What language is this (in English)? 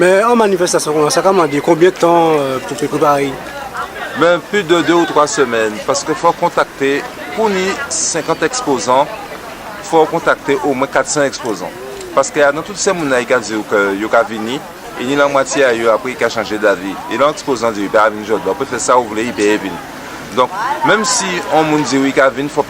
Guadeloupean Creole French